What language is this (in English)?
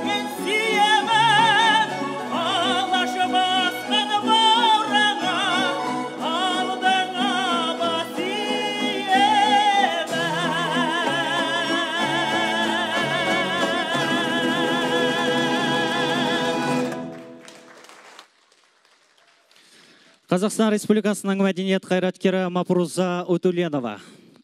Kazakh